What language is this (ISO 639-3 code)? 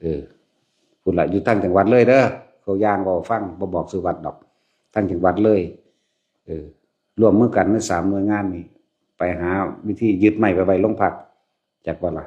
lao